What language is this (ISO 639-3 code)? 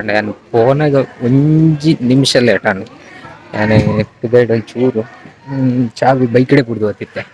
tcy